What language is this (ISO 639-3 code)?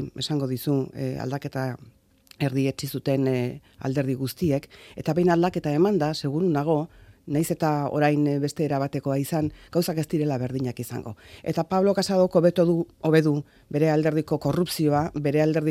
eus